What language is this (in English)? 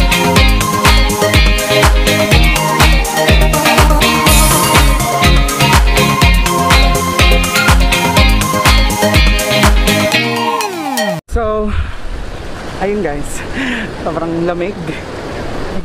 Filipino